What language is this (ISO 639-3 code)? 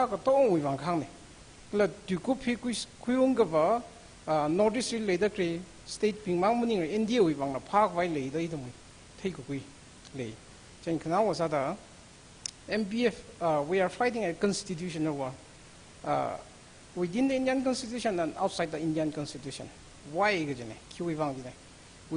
nmf